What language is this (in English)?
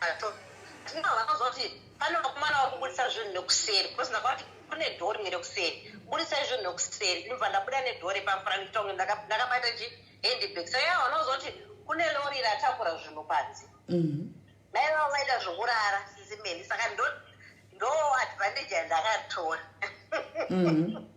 Shona